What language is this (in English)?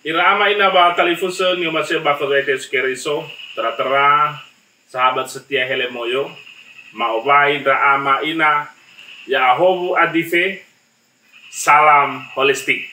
Nias